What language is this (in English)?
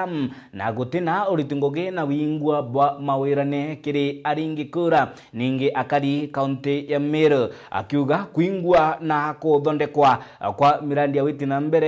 Meru